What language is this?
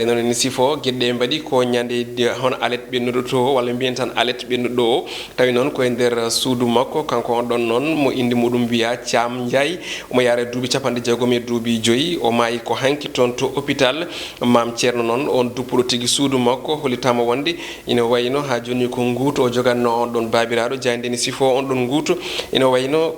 Fula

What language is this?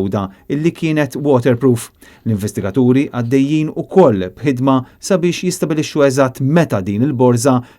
Maltese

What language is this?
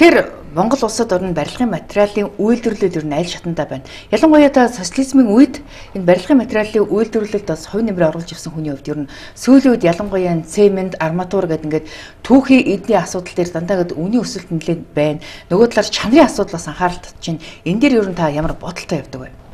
Mongolian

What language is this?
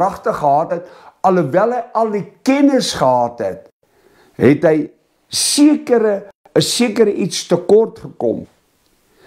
Afrikaans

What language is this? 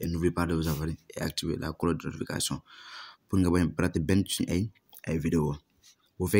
Wolof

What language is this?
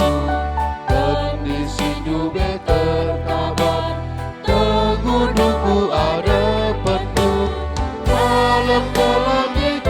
Batak Karo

